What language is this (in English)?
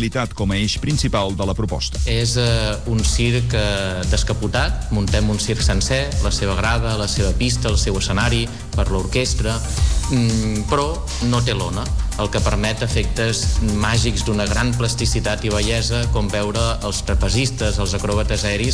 Catalan